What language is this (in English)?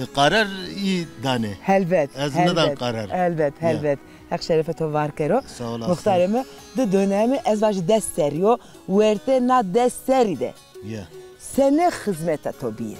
Zaza